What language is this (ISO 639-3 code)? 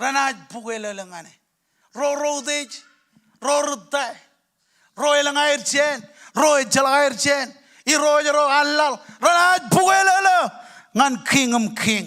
mah